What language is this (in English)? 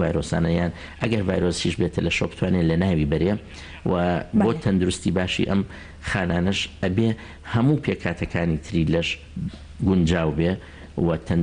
Central Kurdish